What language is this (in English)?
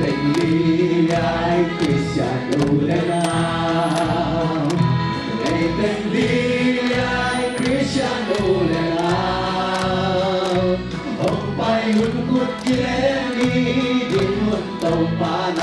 Tedim Chin